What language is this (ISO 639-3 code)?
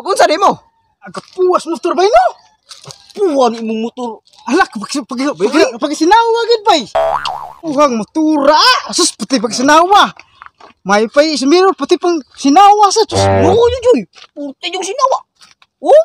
ceb